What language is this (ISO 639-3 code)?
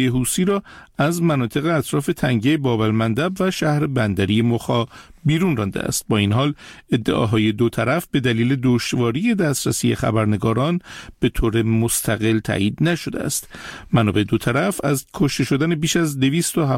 fas